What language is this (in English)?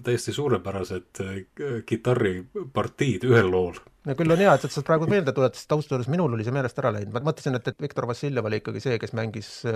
Estonian